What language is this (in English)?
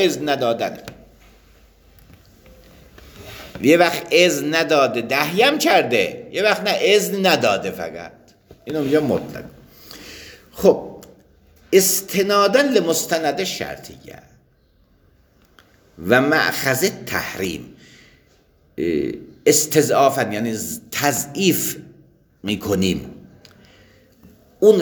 Persian